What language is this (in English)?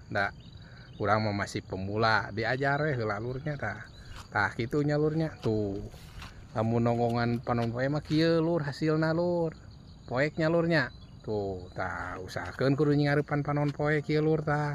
Sundanese